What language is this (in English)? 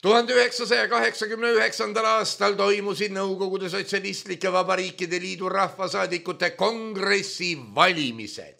Estonian